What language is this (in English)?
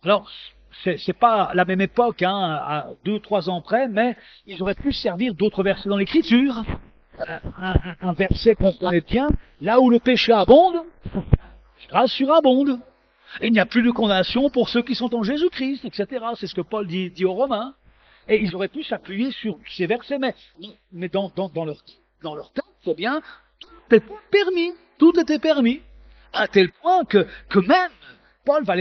French